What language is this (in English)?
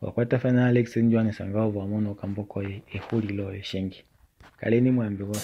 Kuanyama